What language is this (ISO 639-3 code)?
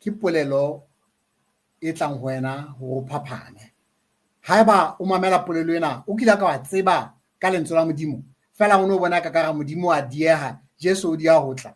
sot